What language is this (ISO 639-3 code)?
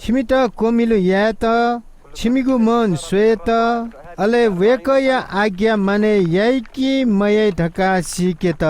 new